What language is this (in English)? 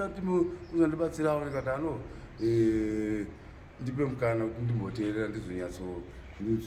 Shona